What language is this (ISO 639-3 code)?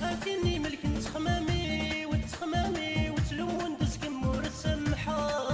kab